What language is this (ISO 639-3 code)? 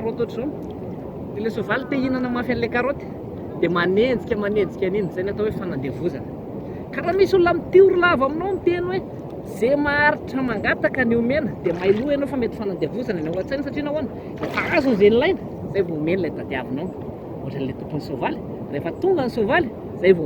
mlg